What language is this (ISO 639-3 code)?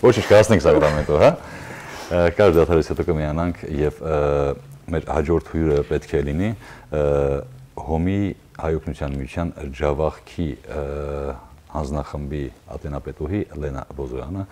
hyw